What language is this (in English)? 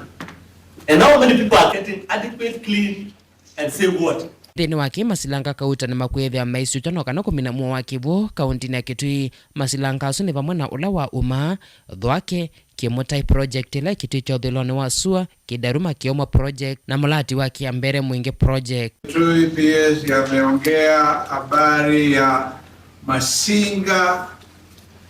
Kamba